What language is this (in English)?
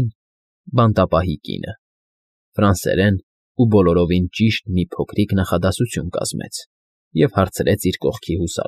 Armenian